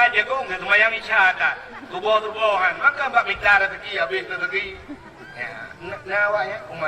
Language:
Achinese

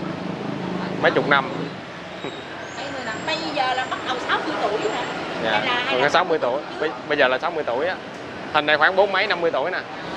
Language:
Vietnamese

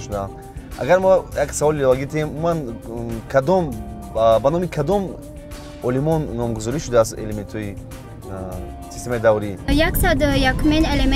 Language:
Tajik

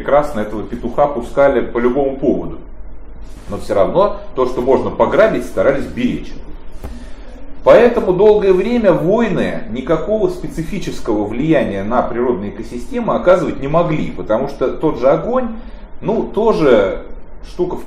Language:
Russian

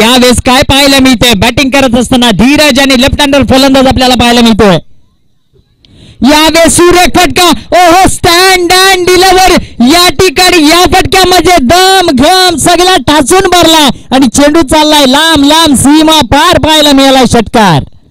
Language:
Marathi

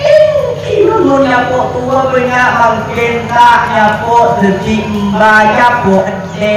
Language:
Madurese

